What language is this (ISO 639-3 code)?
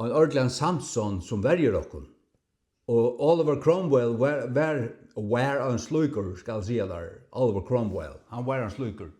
fao